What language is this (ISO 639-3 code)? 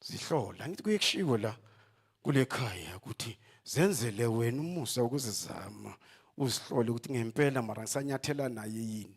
zul